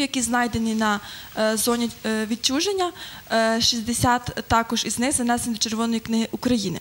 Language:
Ukrainian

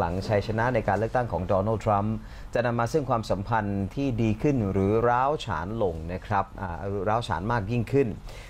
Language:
Thai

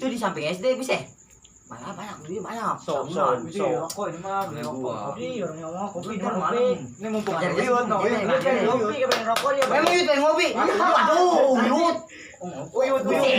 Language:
Betawi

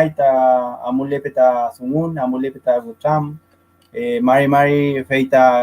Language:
Mapuche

